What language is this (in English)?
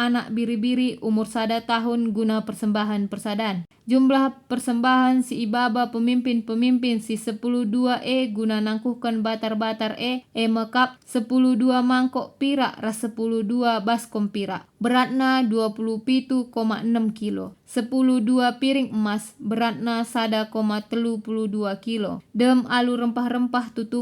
Batak Karo